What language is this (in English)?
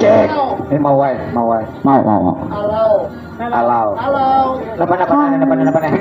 Banjar